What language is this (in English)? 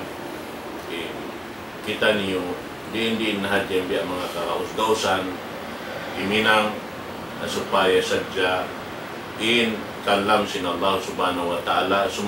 Tausug